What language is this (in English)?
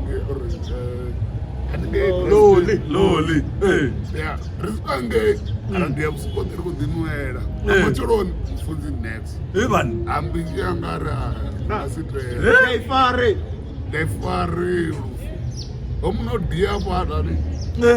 Venda